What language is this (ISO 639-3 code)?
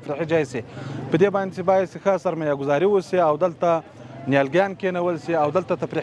pus